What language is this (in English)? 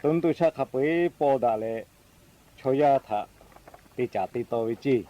Lahu